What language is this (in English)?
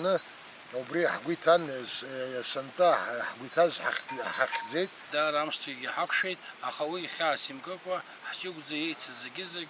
Abkhazian